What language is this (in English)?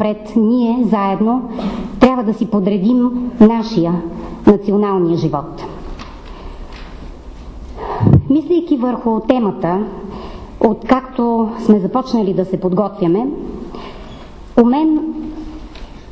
Bulgarian